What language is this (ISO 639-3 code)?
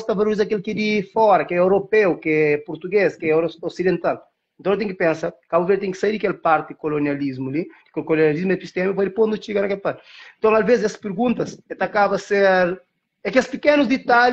kea